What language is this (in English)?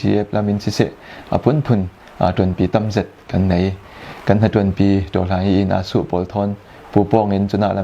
Falam Chin